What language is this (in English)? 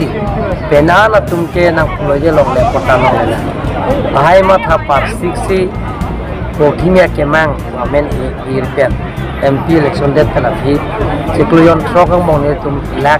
Karbi